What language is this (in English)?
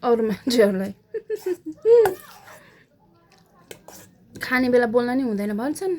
Nepali